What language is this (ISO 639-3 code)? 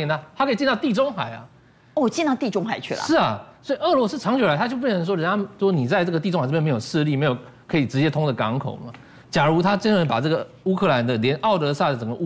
zho